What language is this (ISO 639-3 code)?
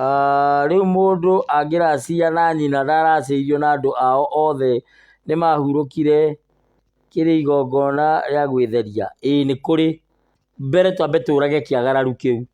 kik